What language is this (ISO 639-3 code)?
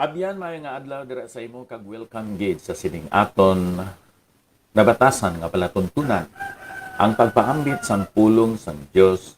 hil